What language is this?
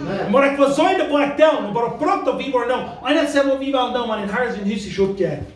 Plautdietsch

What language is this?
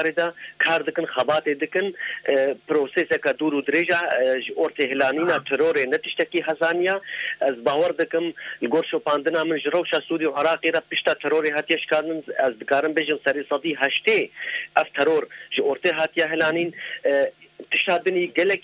Kurdish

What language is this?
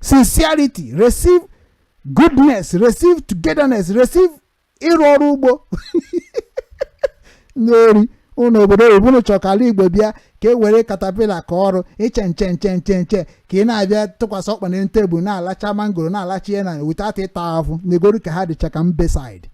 Igbo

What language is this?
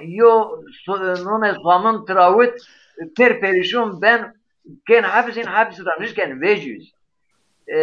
Zaza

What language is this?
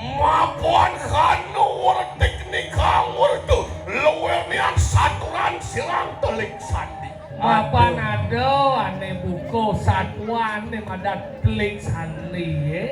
Balinese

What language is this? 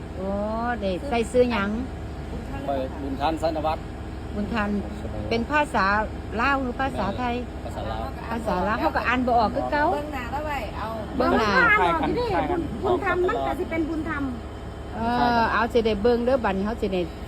Northeastern Thai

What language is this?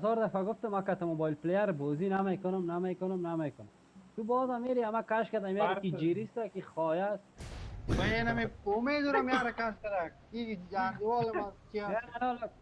Persian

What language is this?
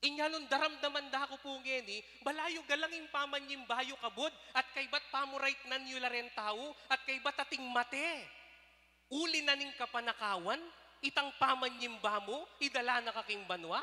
Pampanga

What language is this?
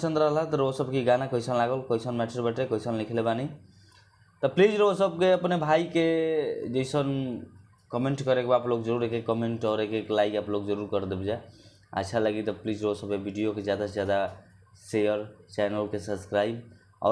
Bhojpuri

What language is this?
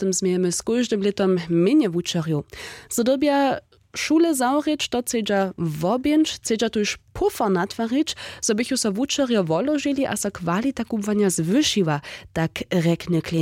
Upper Sorbian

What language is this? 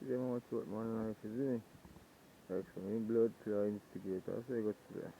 Jamaican Creole English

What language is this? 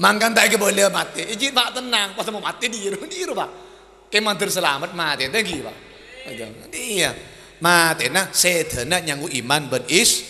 Madurese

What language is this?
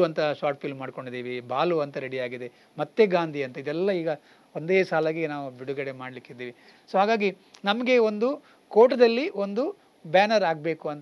Kannada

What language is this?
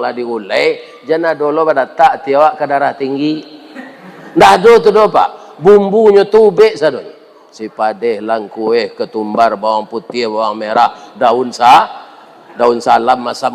Minangkabau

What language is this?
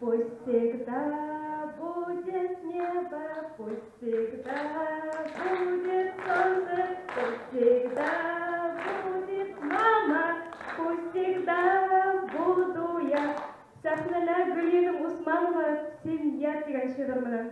Bashkir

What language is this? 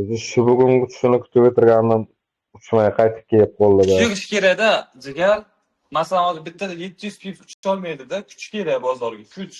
Uzbek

